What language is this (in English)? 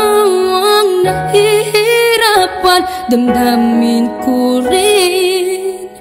Filipino